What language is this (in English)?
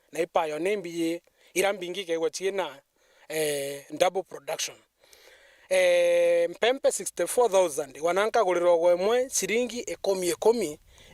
Meru